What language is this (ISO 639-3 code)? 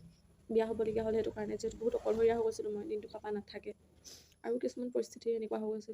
asm